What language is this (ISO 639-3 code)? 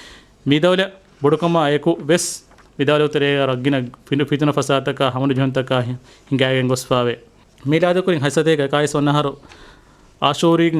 div